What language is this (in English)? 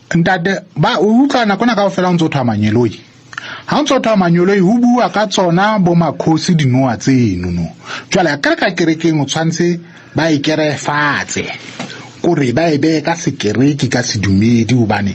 Southern Sotho